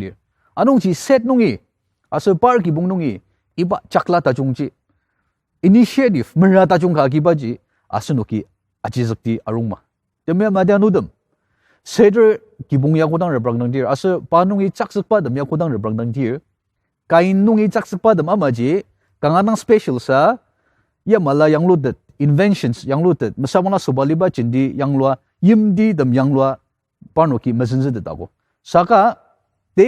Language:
Ao Naga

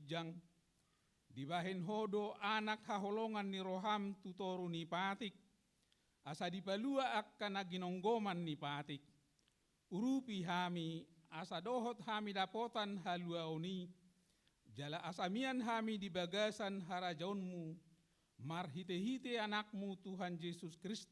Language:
Batak Toba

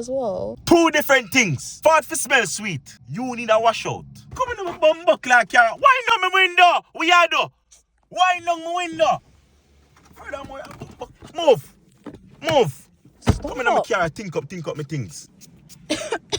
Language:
Jamaican Creole English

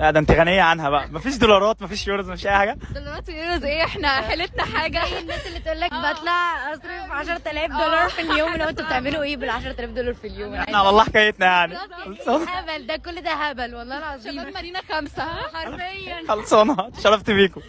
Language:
Egyptian Arabic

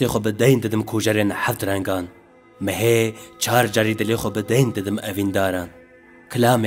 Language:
Kurdish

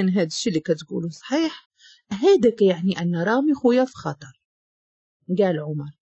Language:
Moroccan Arabic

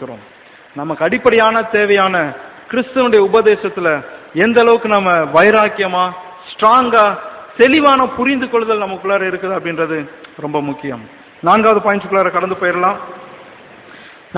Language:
Tamil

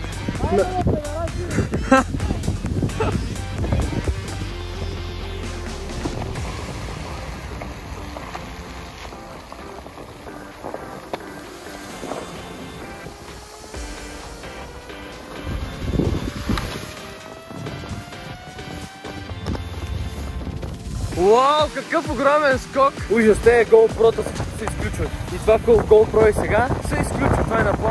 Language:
Bulgarian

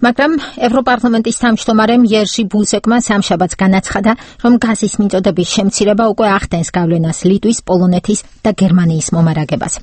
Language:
Georgian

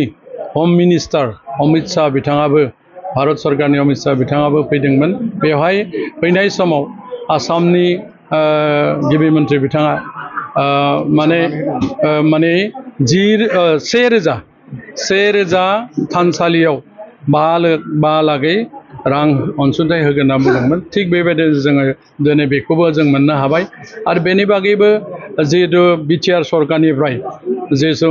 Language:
Bodo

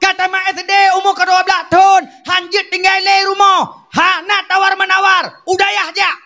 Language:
Achinese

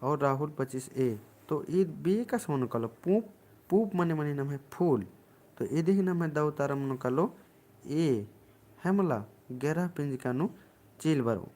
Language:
Kurukh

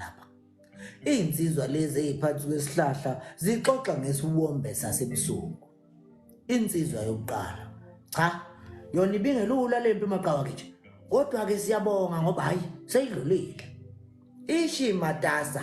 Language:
Zulu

